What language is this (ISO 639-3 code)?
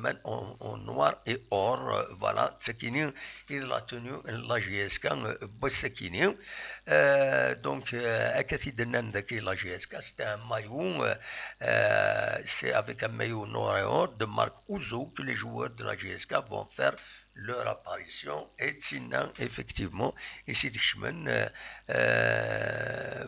kab